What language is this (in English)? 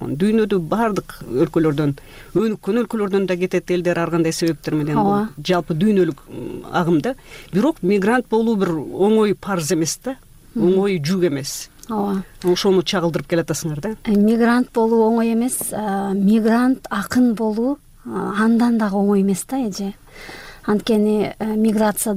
Kyrgyz